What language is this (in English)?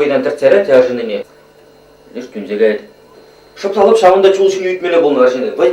Chuvash